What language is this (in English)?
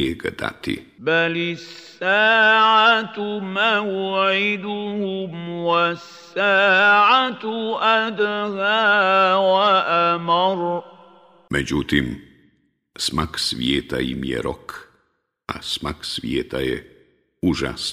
Bosnian